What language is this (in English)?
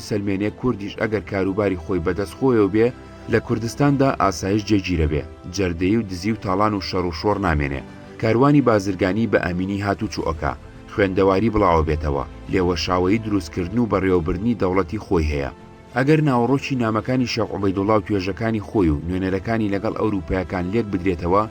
Central Kurdish